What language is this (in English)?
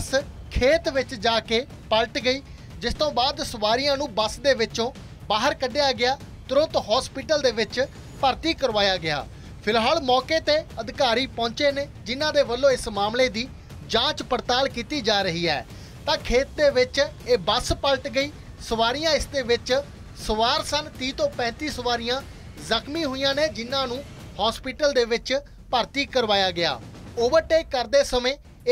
Punjabi